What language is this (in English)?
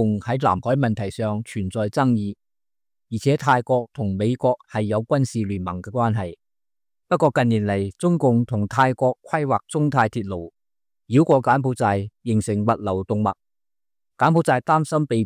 Cantonese